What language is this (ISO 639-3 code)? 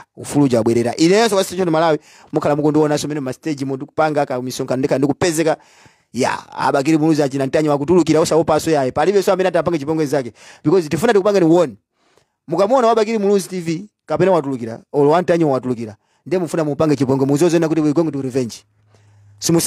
nya